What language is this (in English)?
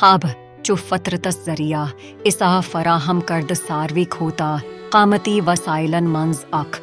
Kashmiri